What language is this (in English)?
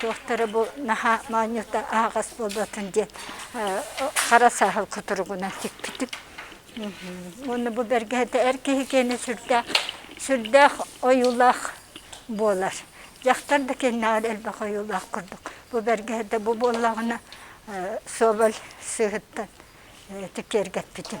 Yakut